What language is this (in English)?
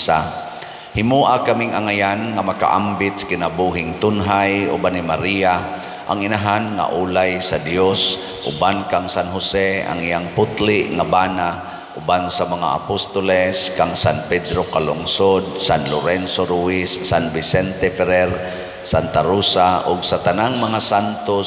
Cebuano